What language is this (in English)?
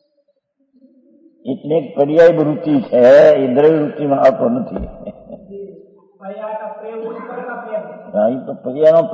Gujarati